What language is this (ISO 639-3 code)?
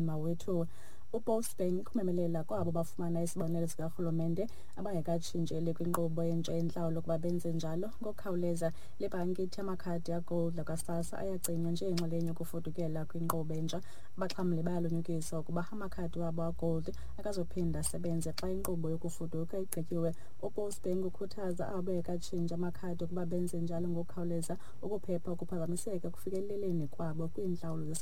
xho